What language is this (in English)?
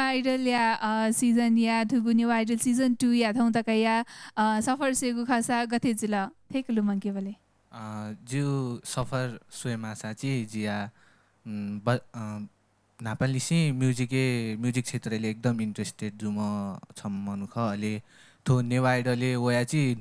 Newari